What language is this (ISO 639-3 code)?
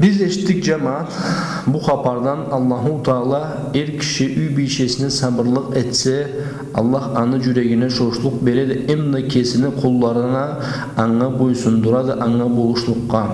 krc